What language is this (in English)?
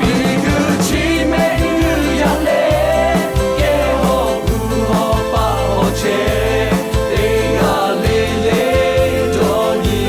Lahu